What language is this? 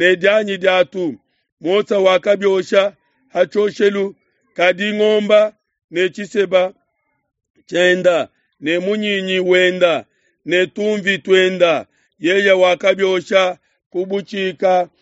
Luba-Lulua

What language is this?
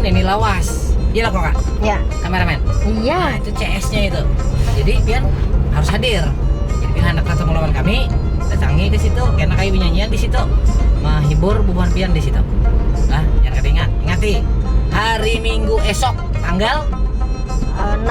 Banjar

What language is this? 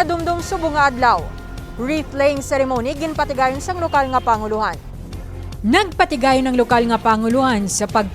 Hiligaynon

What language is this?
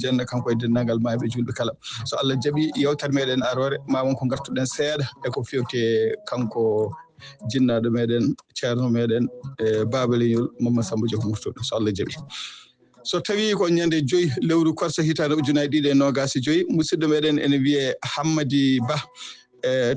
Fula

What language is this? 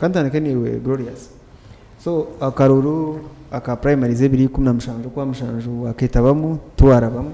Nyankole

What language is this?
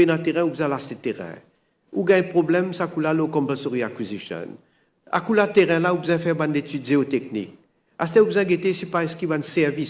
Morisyen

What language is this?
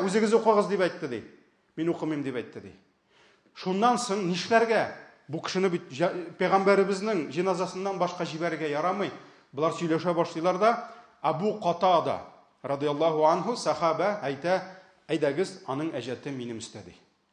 Tatar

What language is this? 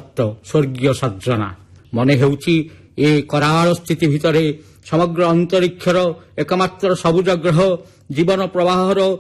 Odia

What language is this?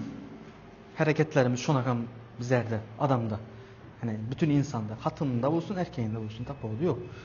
Turkmen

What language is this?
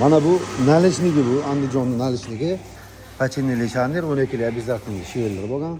Uzbek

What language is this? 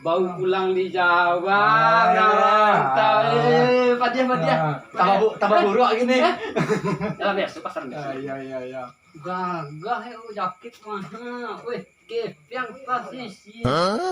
Minangkabau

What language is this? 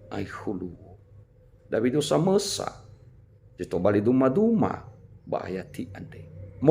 Nias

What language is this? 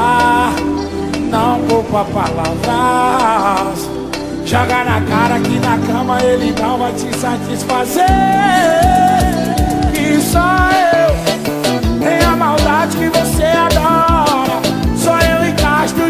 Portuguese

